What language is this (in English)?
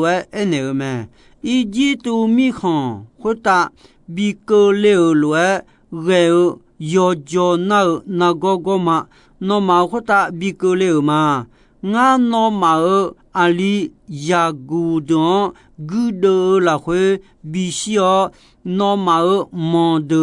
Akha